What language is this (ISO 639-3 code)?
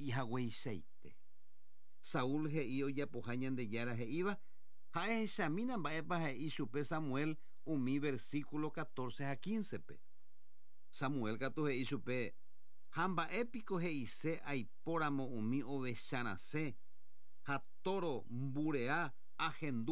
grn